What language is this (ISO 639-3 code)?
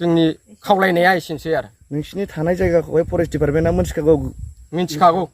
brx